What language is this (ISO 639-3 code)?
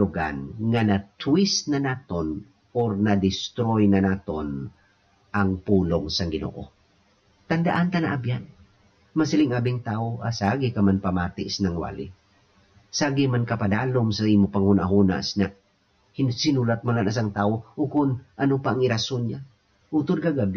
hil